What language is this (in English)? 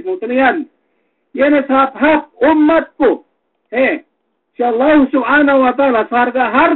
Yakan